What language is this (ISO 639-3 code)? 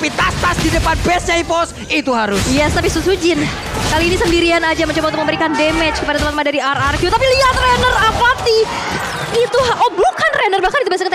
ind